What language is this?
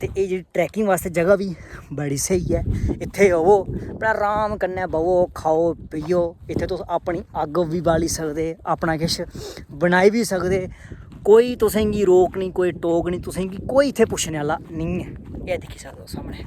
Dogri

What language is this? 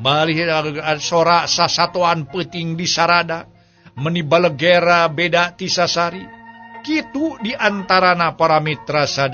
Sundanese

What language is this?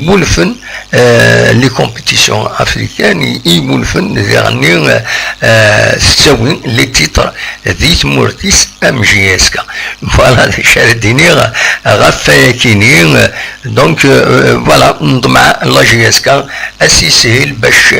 Kabyle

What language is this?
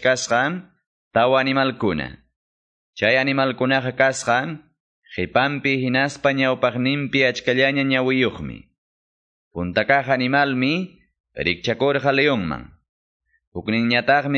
Quechua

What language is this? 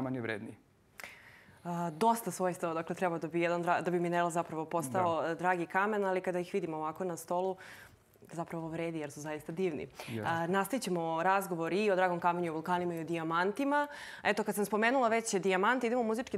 Serbian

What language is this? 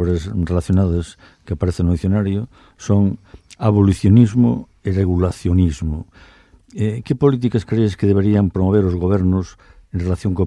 Galician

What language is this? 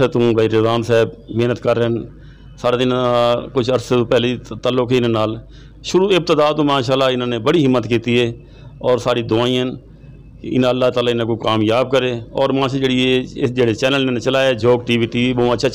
Saraiki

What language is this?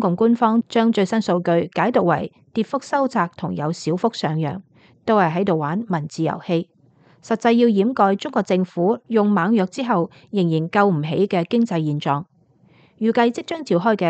Cantonese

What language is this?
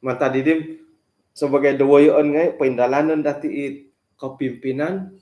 Central Dusun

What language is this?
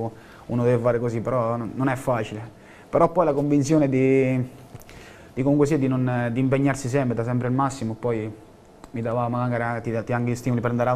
Italian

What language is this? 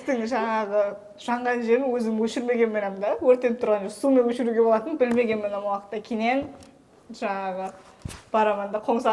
Kara-Kalpak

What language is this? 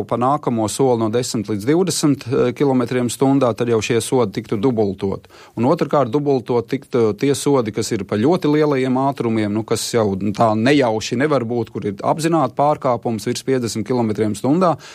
Latvian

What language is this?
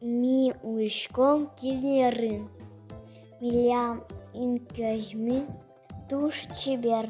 Udmurt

